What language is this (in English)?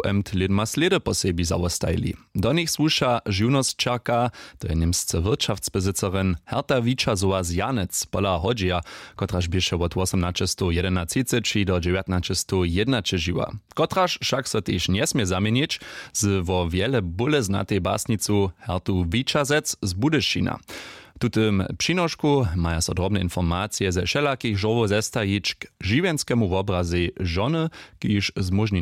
Upper Sorbian